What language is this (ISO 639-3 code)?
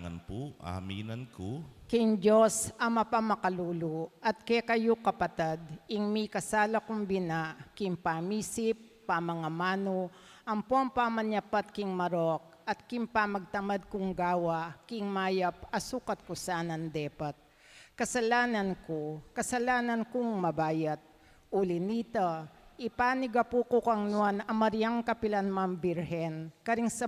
pam